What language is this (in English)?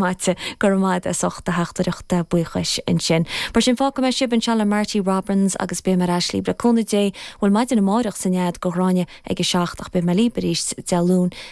Irish